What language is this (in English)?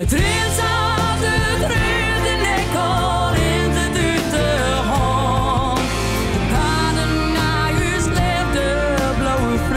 Western Frisian